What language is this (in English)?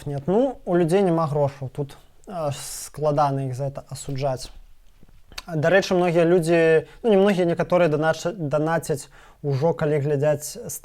Belarusian